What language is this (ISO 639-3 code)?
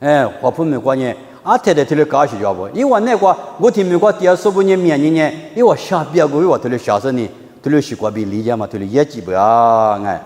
lis